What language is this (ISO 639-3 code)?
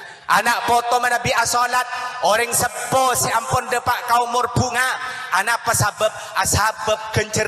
mad